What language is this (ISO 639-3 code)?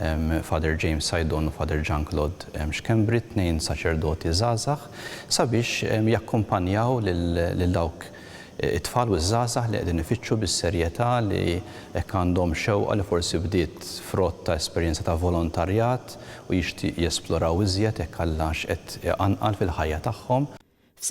mlt